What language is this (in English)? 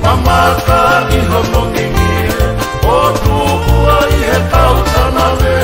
Tongan